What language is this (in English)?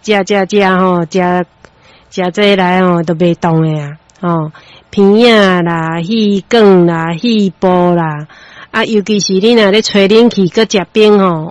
Min Nan Chinese